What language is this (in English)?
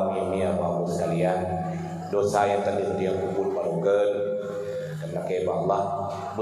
Achinese